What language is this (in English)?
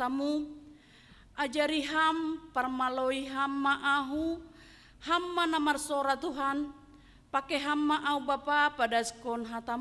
Batak Simalungun